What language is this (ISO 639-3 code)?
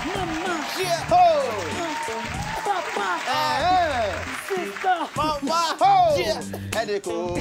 pcm